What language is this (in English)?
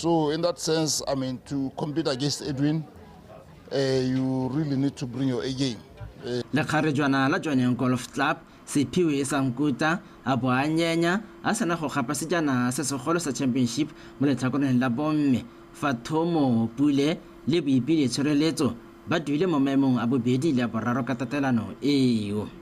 Tswana